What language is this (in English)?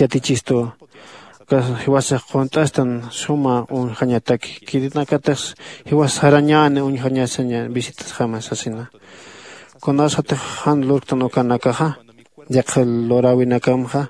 Aymara